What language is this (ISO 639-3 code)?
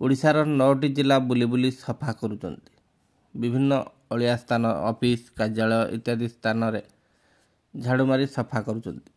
ori